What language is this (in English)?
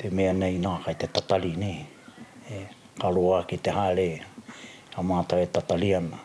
Māori